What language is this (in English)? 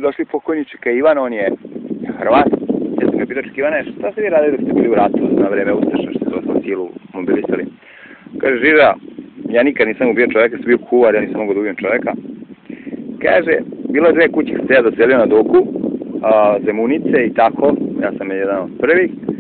Serbian